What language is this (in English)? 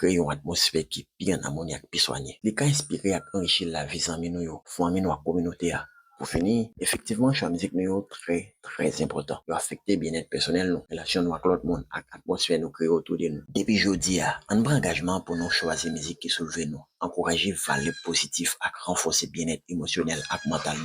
Haitian Creole